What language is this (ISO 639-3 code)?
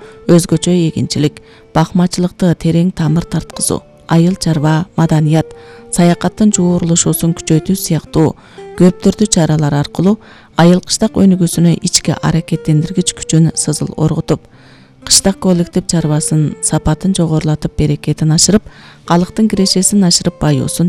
kir